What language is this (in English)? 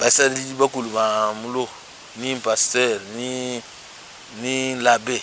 Luba-Lulua